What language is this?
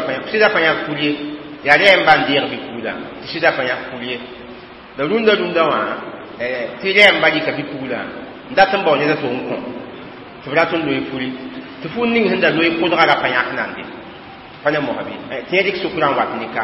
Mossi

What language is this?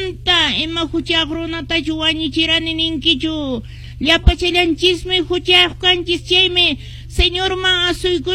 Quechua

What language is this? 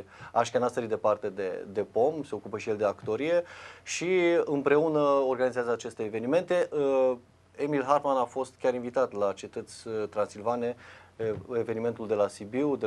Romanian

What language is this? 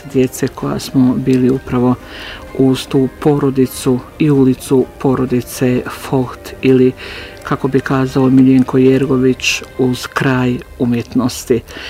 Bosnian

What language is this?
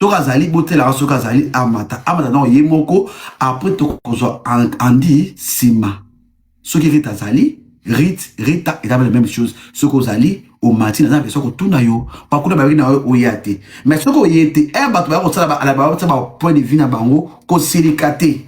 Lingala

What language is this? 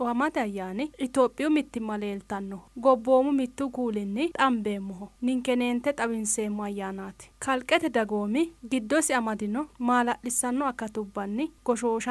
Sidamo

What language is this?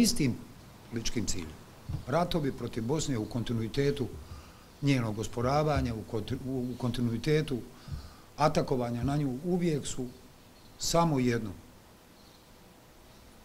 Bosnian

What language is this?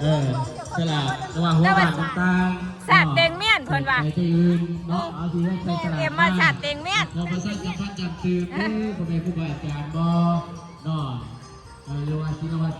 Northeastern Thai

